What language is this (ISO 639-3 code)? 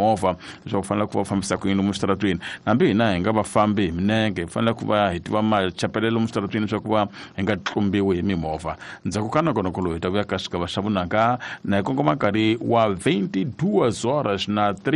tso